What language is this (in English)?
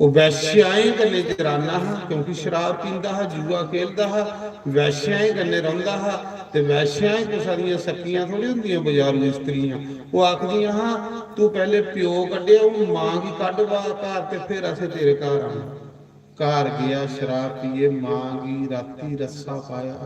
Dogri